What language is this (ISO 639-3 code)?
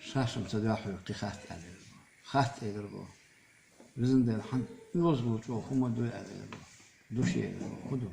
che